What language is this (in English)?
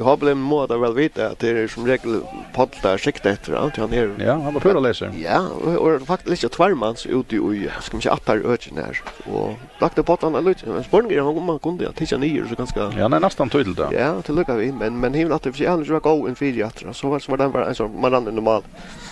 Faroese